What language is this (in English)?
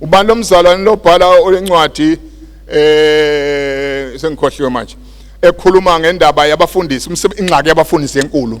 Zulu